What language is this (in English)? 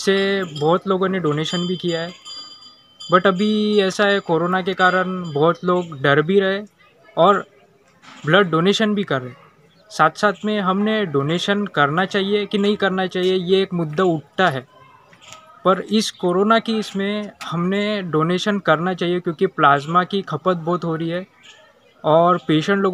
Marathi